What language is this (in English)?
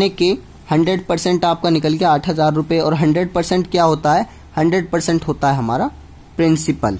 Hindi